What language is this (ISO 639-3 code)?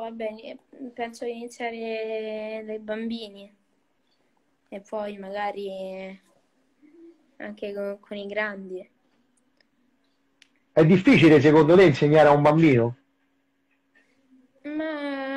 ita